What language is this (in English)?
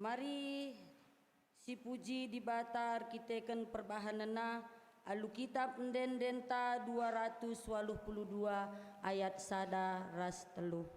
Batak Karo